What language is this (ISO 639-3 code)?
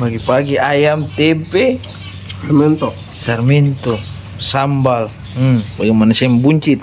abs